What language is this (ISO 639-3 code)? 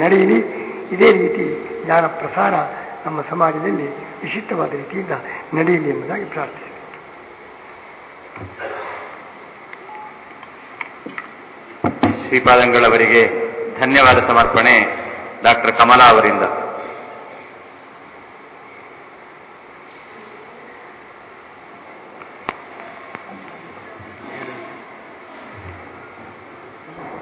kan